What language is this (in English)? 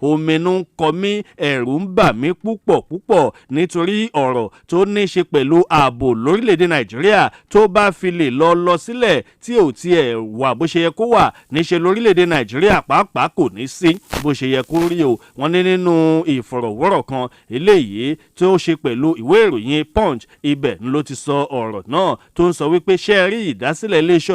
Yoruba